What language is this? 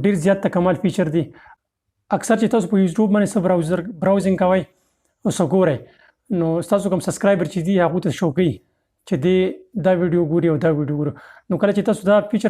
Pashto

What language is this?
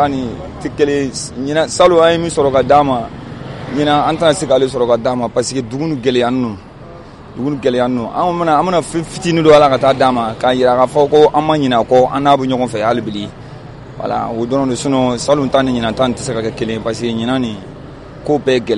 Bambara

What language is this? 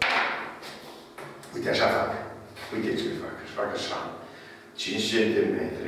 Romanian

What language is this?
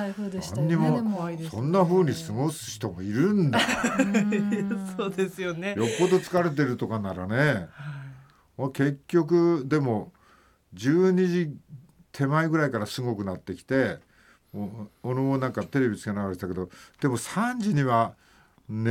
Japanese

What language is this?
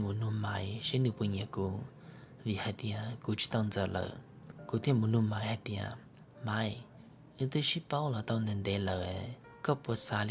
Hmong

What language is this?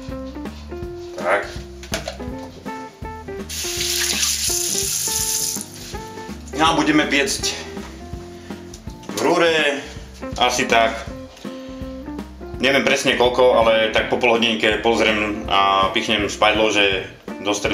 Slovak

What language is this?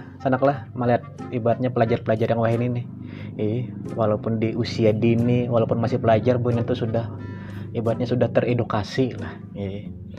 Banjar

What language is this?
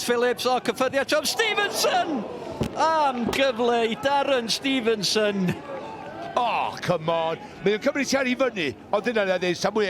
Welsh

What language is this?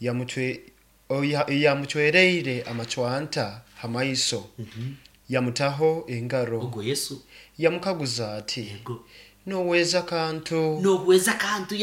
Nyankole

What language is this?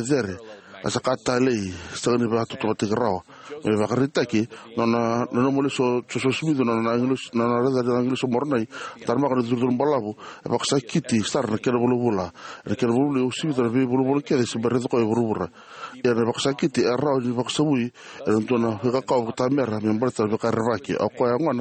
Fijian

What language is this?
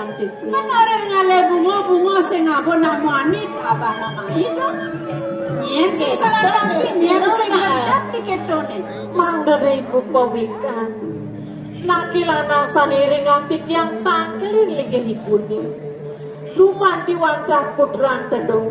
Balinese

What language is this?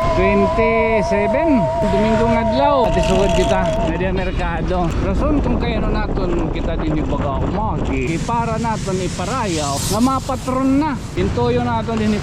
Waray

